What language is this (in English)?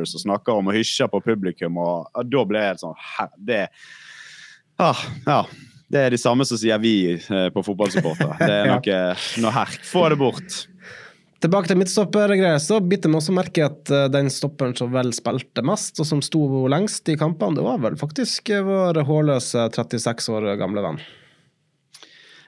Norwegian